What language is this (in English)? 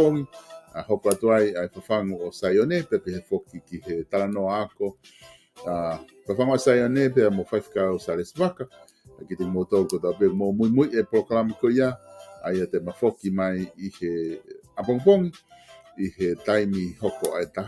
Tongan